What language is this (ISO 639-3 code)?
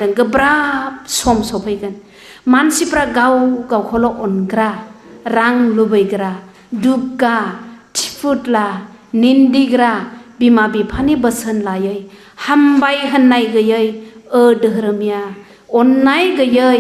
brx